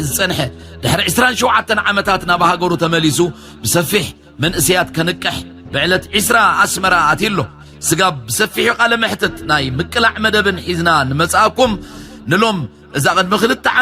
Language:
Tigrinya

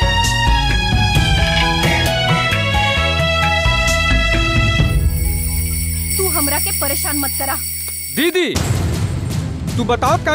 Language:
Bhojpuri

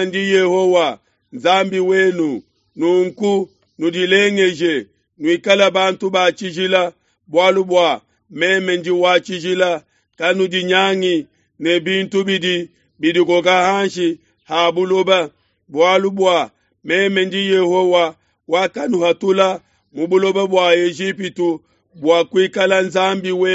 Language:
Luba-Lulua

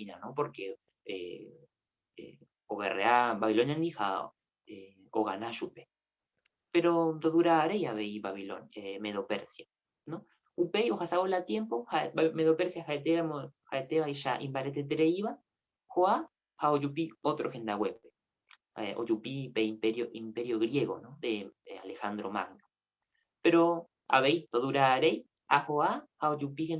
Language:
Guarani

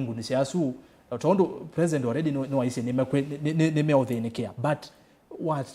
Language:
Kamba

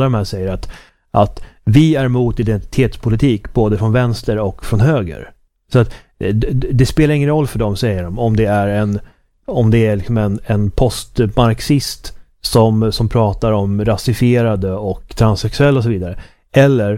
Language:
Swedish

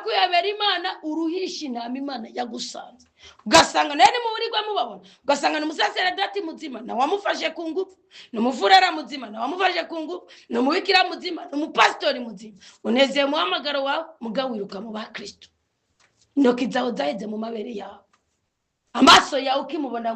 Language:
Rundi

